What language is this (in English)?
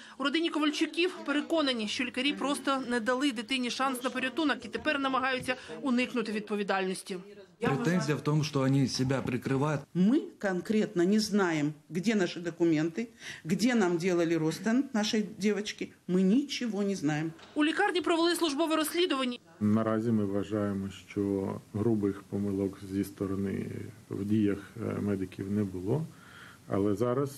Ukrainian